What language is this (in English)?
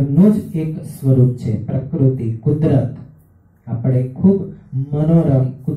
Gujarati